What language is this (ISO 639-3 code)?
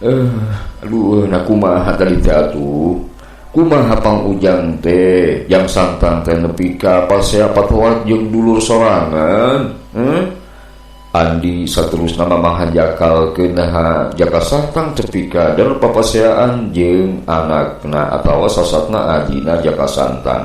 sun